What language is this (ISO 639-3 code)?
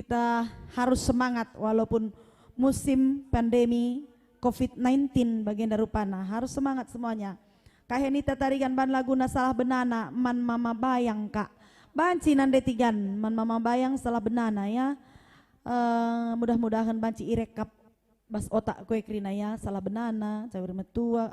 btx